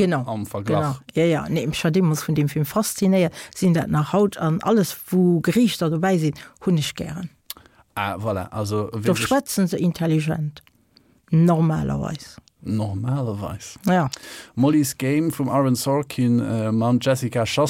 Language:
Luxembourgish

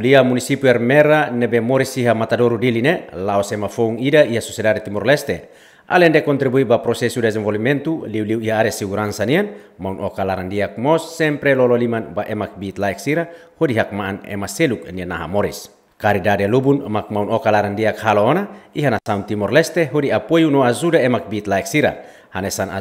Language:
Tetum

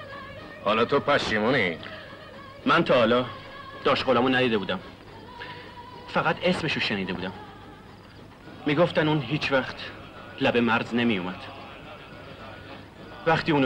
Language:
Persian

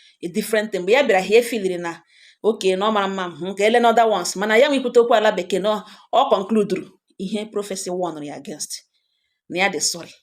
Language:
Igbo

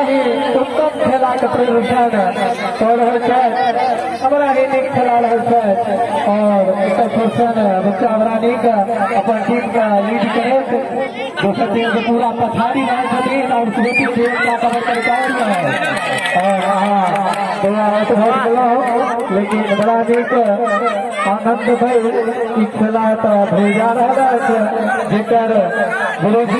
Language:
Maithili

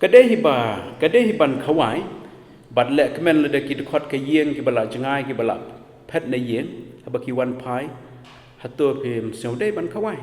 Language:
Khasi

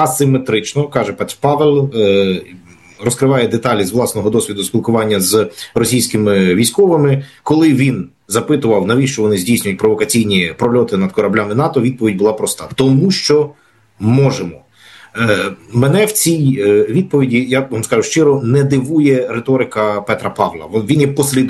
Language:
Ukrainian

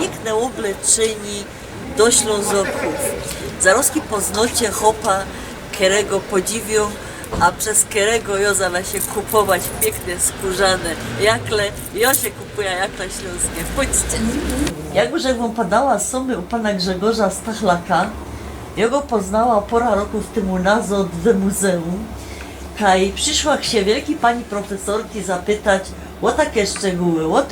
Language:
Silesian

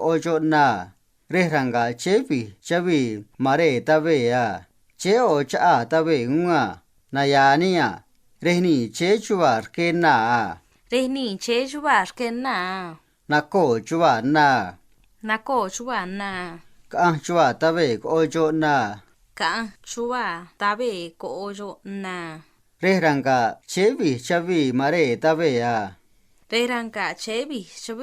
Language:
Copala Triqui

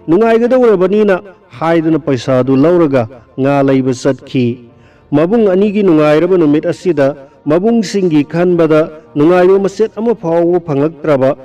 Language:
Manipuri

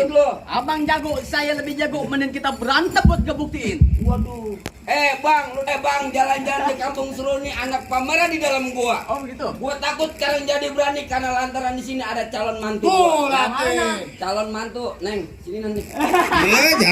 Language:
Betawi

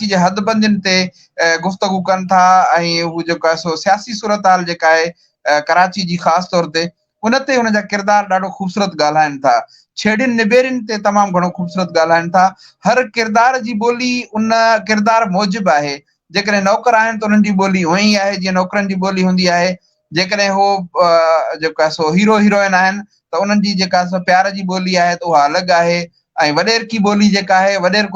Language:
Sindhi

